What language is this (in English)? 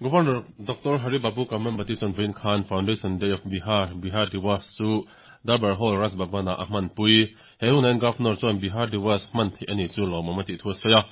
Mizo